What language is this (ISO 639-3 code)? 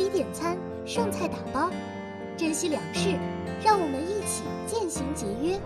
zho